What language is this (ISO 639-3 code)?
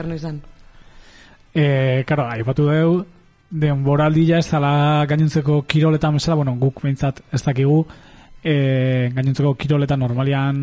eus